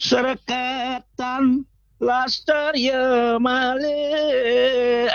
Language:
Balinese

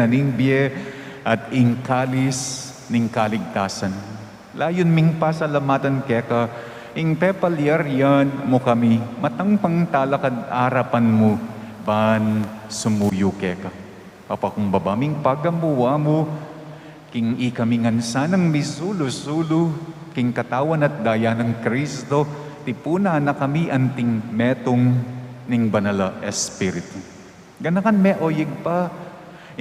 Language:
Pampanga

